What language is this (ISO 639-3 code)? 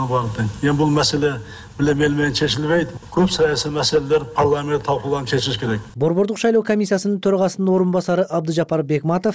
kir